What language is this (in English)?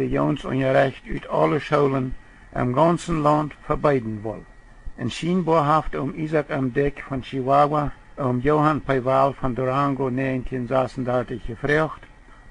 Plautdietsch